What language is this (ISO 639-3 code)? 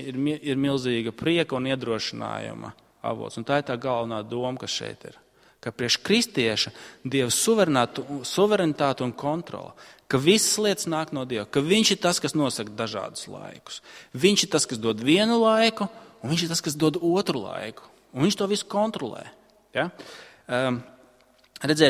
lav